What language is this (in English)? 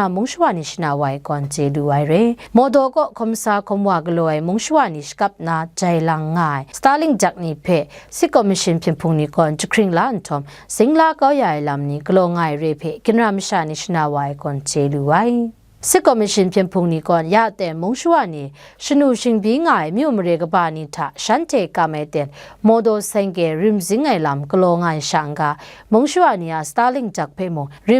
Kachin